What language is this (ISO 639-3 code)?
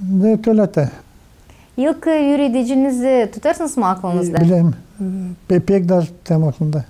gag